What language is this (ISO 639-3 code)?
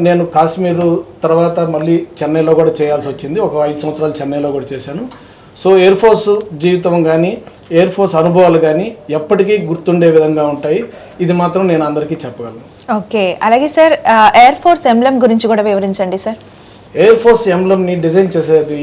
tel